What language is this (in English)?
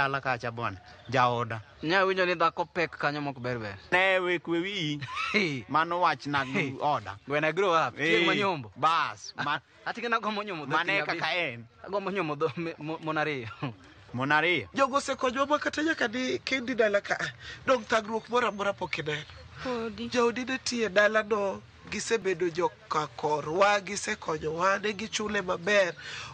Luo (Kenya and Tanzania)